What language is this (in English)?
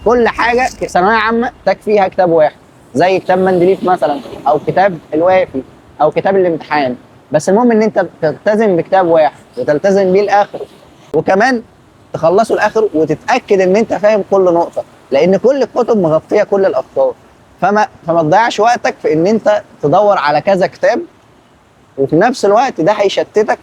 Egyptian Arabic